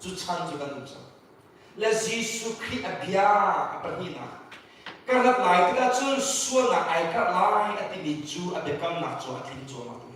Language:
Hakha Chin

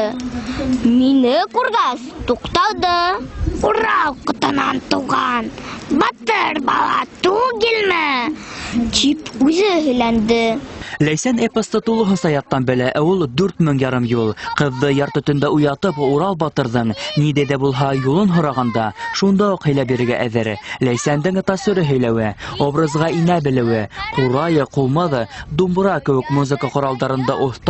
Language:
Bashkir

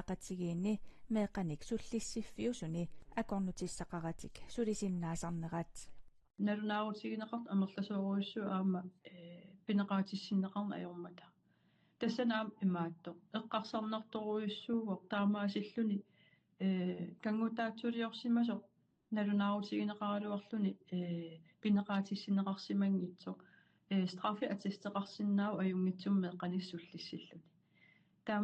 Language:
Kalaallisut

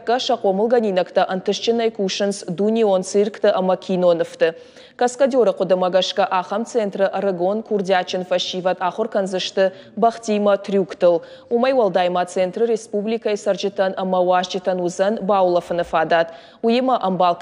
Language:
Ossetic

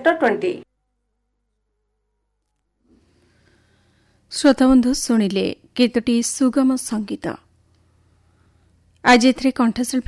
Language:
Odia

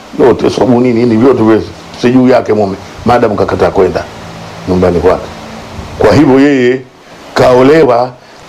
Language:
Swahili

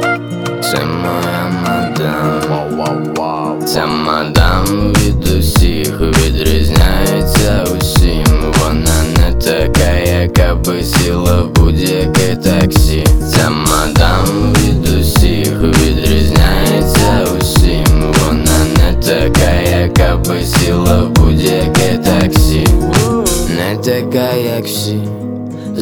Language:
Ukrainian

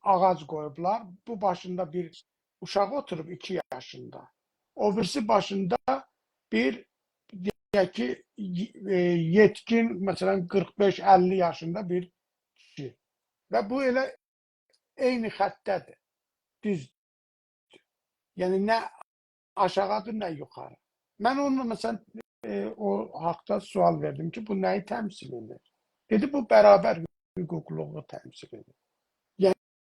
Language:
South Azerbaijani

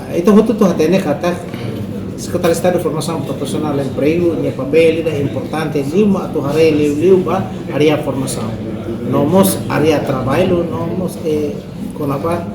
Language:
Tetum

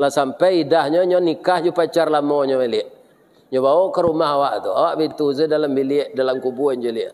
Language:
Minangkabau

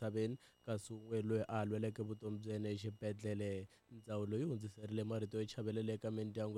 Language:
Tsonga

